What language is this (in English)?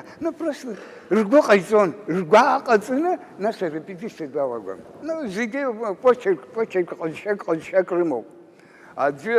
Abkhazian